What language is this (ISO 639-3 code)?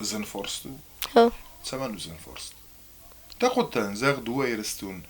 oss